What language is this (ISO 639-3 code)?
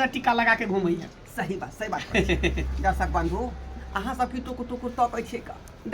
mai